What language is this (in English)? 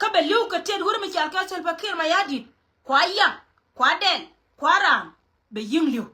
Nuer